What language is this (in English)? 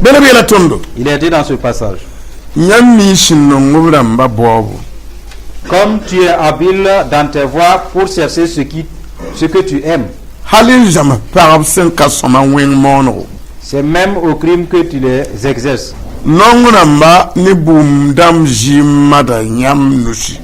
Mossi